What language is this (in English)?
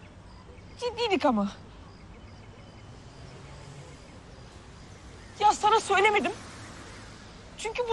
Turkish